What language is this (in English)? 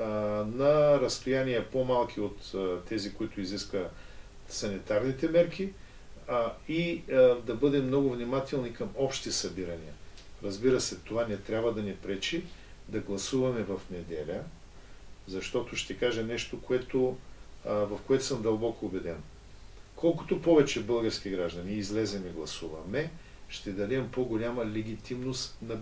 Bulgarian